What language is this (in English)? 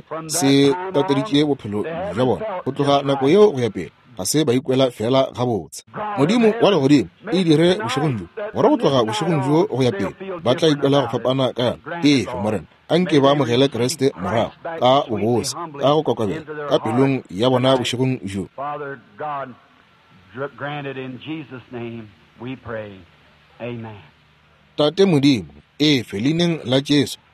Northern Sotho